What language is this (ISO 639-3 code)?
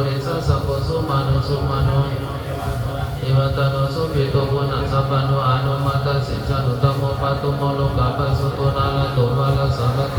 pli